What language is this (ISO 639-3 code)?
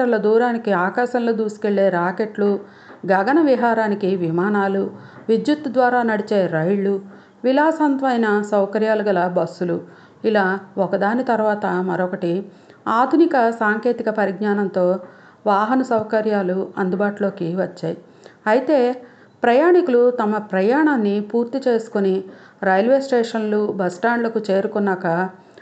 tel